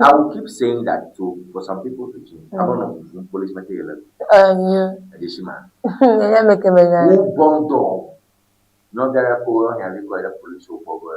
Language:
Ewe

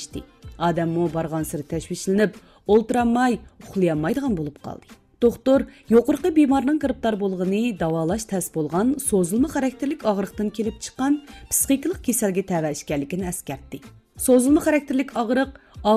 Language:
Uyghur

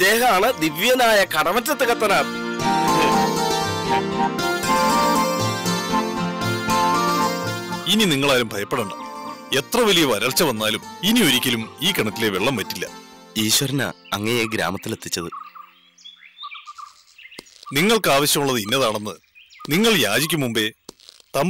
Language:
Malayalam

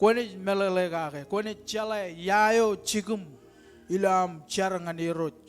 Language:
Marshallese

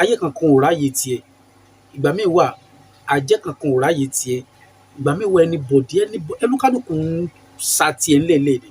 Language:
Yoruba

